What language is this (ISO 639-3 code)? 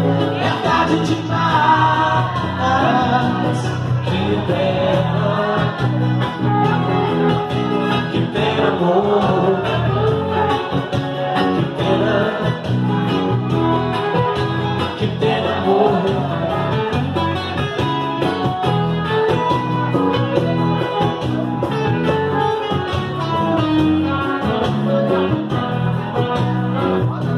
por